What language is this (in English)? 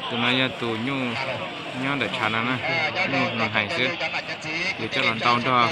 Hmong